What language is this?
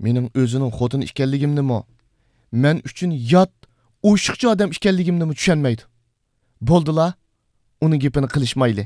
Uyghur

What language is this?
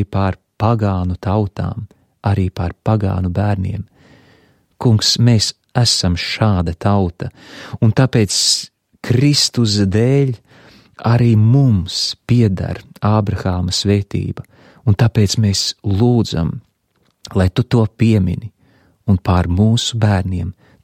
Latvian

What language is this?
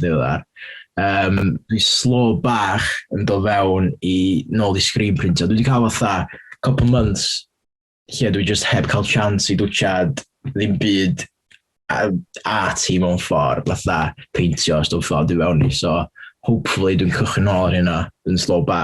Welsh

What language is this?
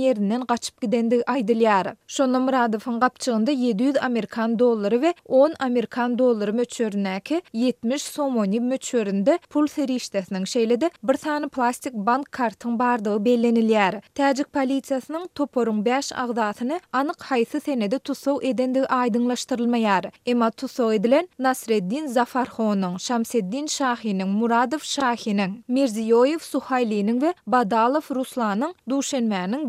Turkmen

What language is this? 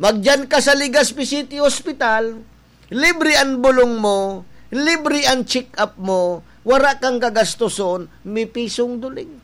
Bikol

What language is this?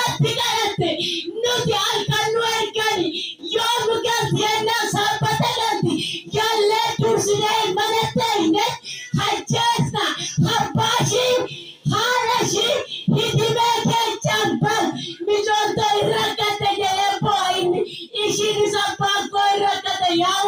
Oromo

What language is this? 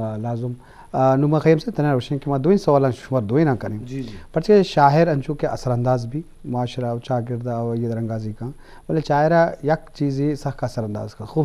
Eastern Balochi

